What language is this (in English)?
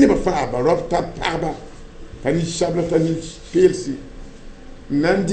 Mossi